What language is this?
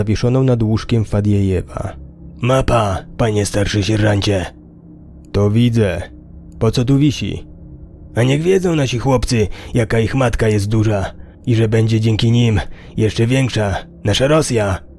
Polish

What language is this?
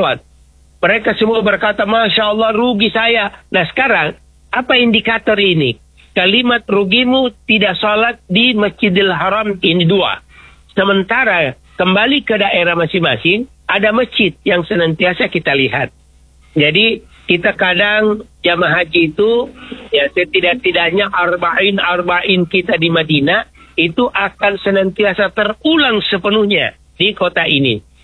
Indonesian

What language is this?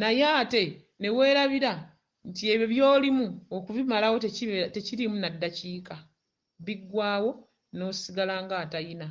Ganda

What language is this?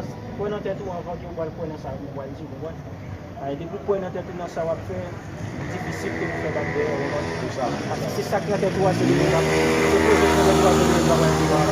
Haitian Creole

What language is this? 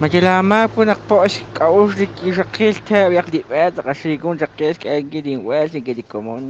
Kekchí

